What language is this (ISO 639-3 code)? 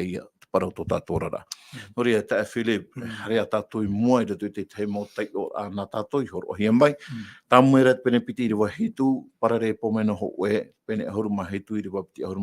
tah